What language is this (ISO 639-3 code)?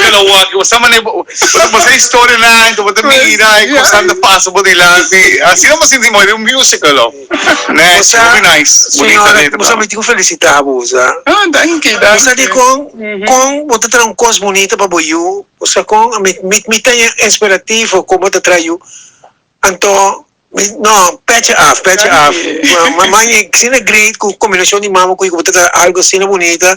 pap